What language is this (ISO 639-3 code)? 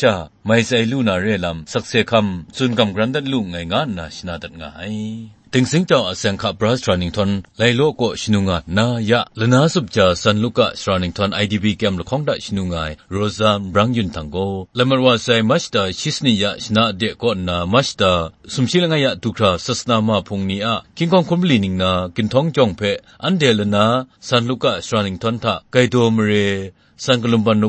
kac